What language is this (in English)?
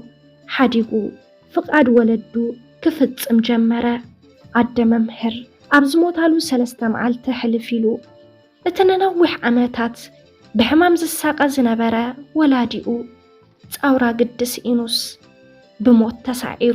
Tigrinya